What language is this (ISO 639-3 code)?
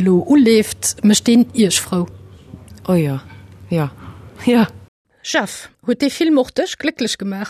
ltz